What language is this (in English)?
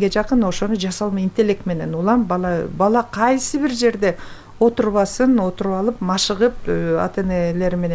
Kyrgyz